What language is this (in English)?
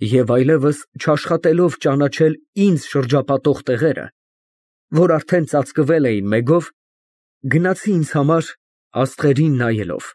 Armenian